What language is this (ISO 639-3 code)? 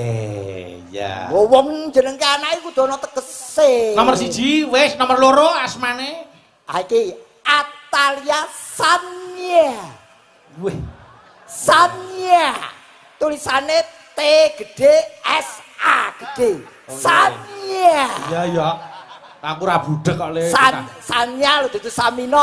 jav